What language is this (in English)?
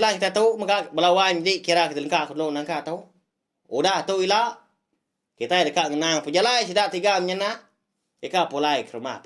Iban